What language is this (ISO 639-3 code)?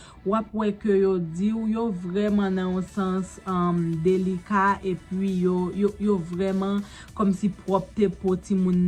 hat